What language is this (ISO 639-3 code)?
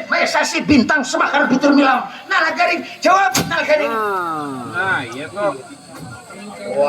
bjn